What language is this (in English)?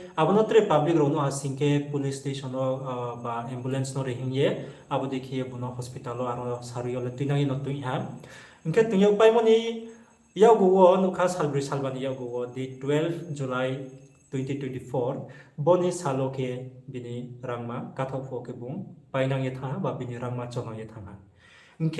Riang (India)